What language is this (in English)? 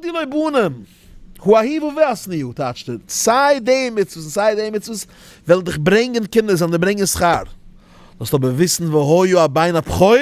Yiddish